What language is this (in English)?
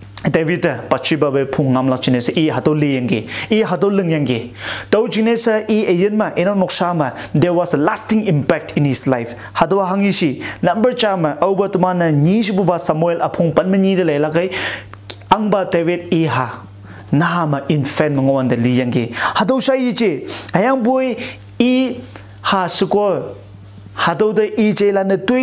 Konyak Naga